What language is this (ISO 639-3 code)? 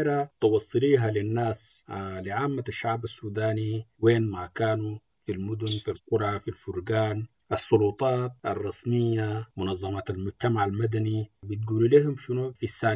apd